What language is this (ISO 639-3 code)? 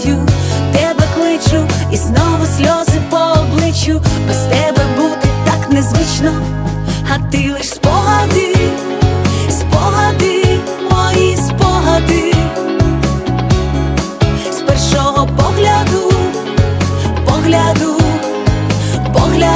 ukr